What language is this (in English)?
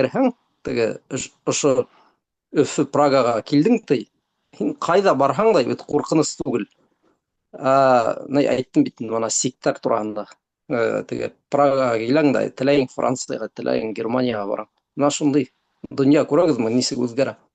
Bashkir